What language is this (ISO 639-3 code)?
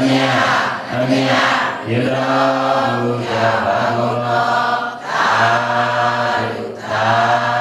mya